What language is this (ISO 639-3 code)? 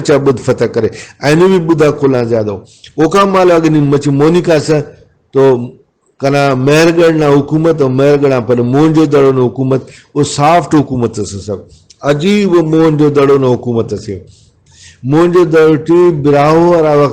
brh